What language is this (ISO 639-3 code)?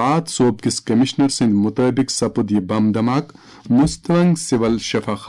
kas